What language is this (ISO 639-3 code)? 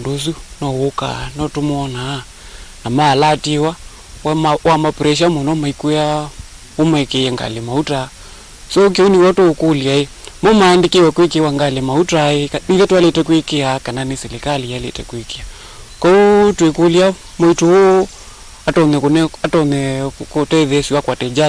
kam